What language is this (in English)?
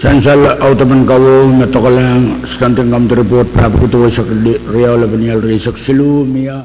Pohnpeian